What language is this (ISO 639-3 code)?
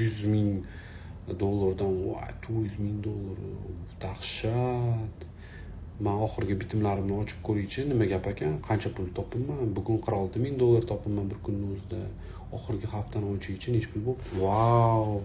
uzb